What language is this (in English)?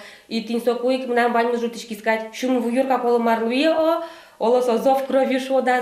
Udmurt